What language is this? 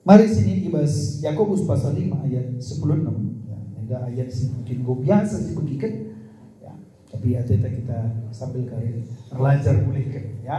Batak Karo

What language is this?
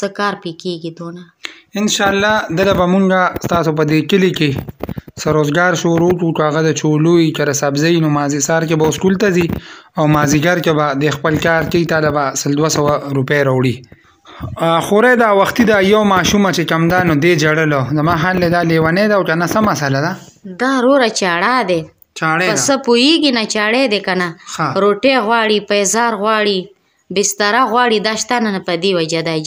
Pashto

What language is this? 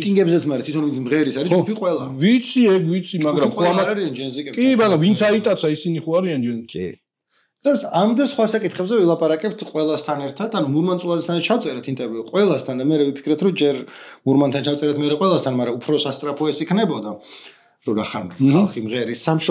Georgian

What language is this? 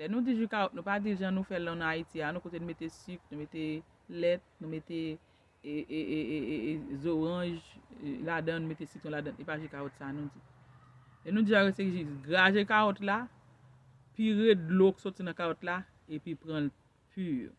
Haitian Creole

